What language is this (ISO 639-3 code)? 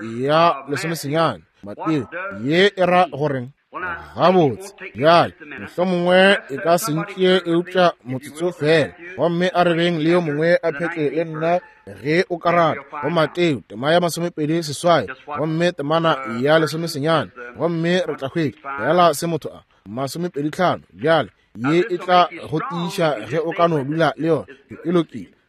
nso